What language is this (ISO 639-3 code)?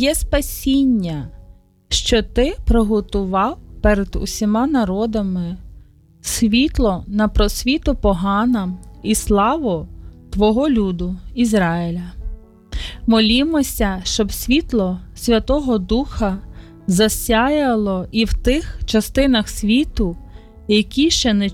ukr